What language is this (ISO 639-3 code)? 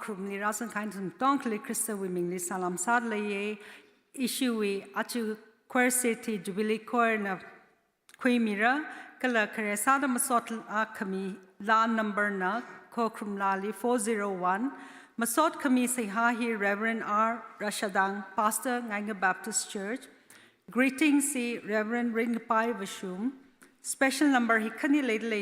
nmf